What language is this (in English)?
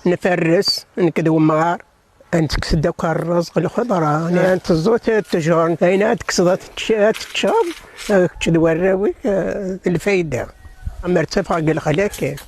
Kabyle